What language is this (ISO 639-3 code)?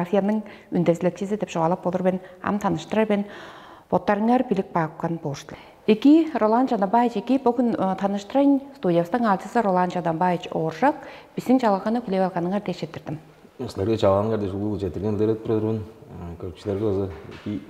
tyv